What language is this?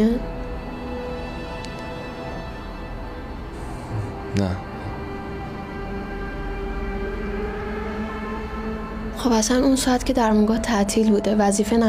Persian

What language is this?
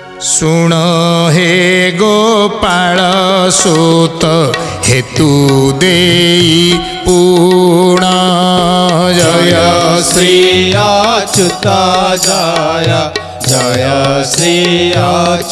Odia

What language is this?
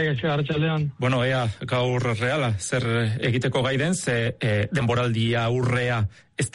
Basque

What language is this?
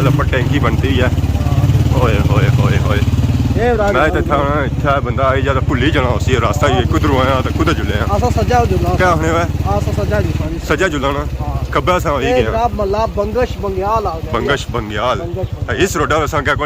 Pahari-Potwari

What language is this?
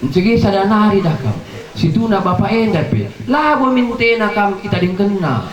Batak Karo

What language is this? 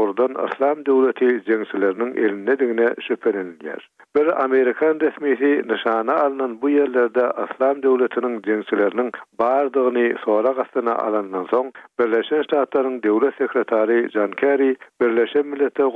Turkmen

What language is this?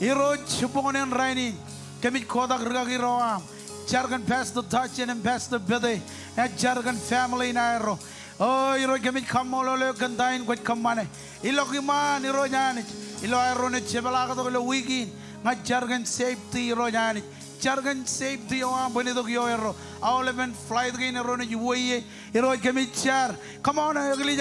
Marshallese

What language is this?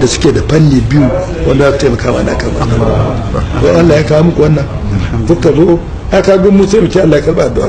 Hausa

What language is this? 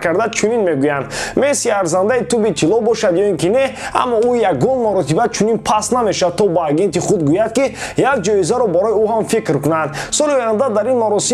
Tajik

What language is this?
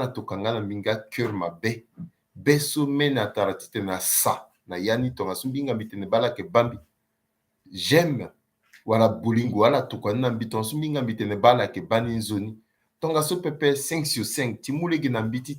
Sango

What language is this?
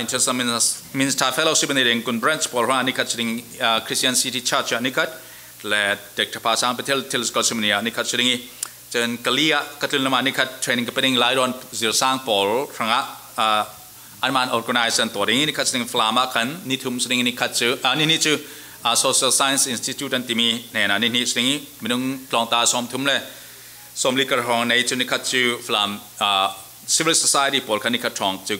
Falam Chin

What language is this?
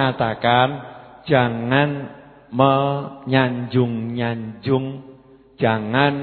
Indonesian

